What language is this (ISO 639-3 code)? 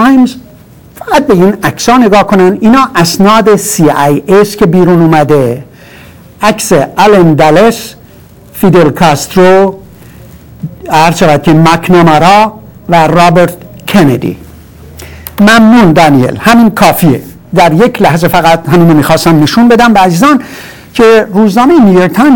fas